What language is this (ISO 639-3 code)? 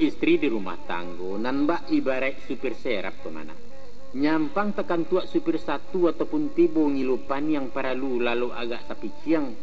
min